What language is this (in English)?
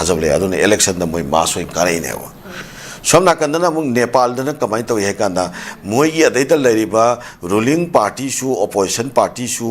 Manipuri